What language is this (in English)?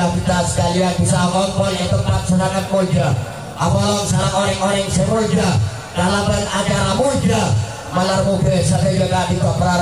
Madurese